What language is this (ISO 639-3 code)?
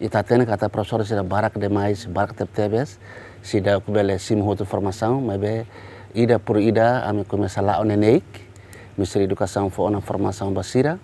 tet